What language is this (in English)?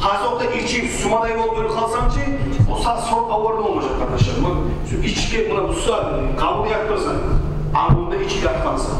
Kumyk